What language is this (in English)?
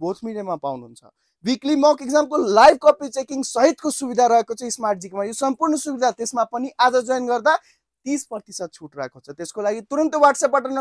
Nepali